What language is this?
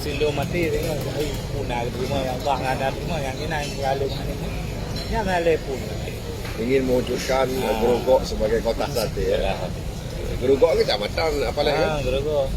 Achinese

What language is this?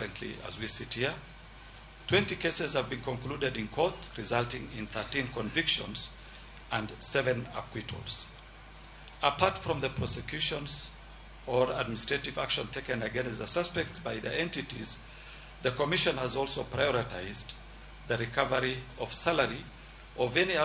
Luo (Kenya and Tanzania)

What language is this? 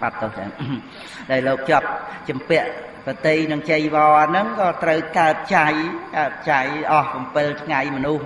Khmer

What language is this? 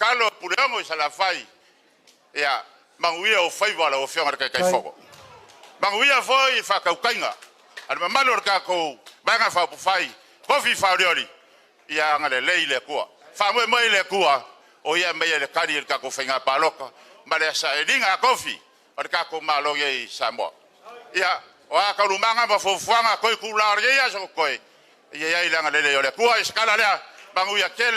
Samoan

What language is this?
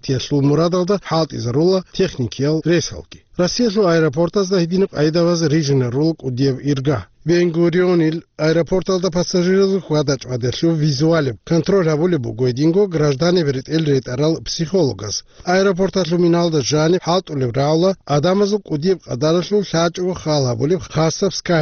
Avaric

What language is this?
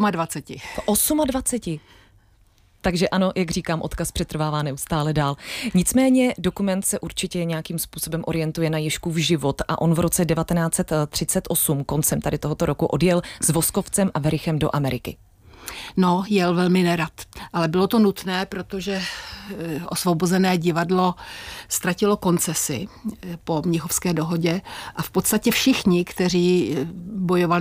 Czech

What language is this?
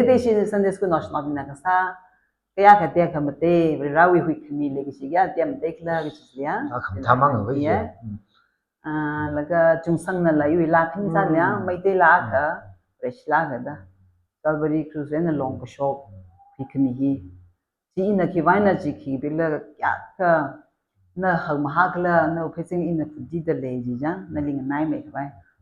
Tangkhul Naga (India)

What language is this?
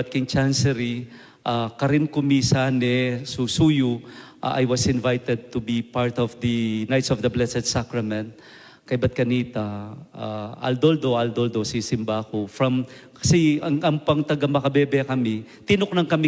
Pampanga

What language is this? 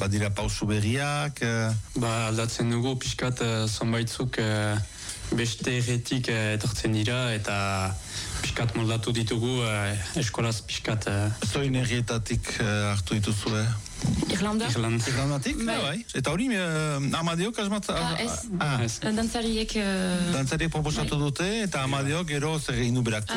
Basque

